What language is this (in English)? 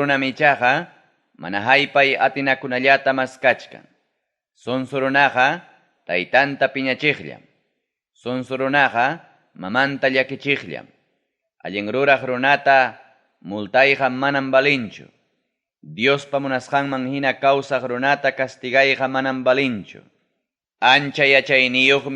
Ayacucho Quechua